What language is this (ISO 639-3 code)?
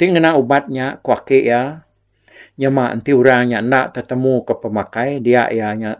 iba